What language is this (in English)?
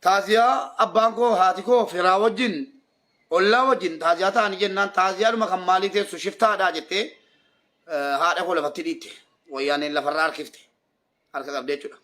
Oromo